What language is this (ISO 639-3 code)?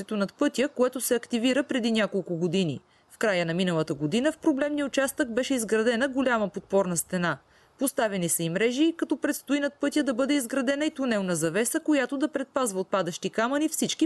bul